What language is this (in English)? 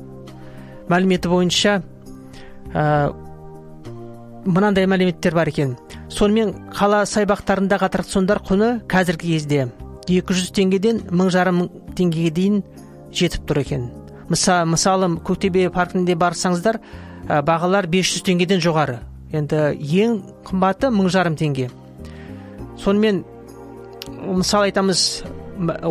Kazakh